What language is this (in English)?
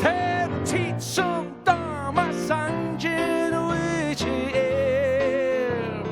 Faroese